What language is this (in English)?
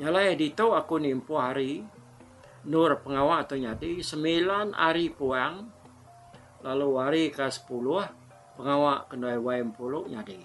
Iban